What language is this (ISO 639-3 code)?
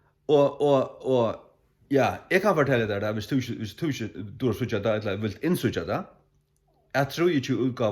fao